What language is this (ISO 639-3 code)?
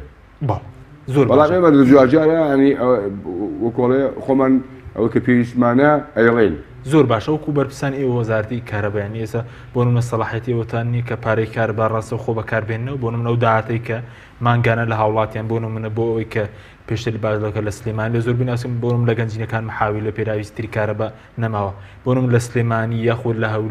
ckb